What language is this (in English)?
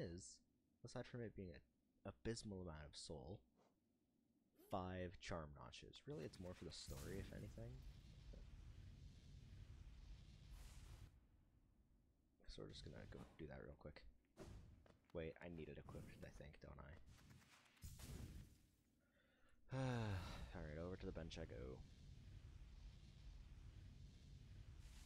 English